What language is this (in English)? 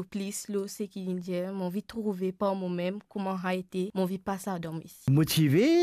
Morisyen